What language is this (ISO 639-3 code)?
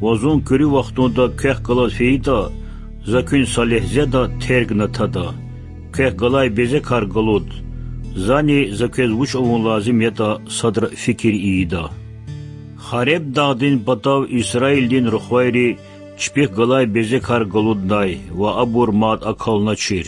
lez